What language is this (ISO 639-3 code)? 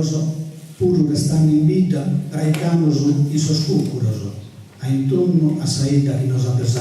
srd